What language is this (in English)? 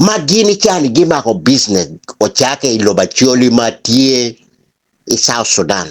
Acoli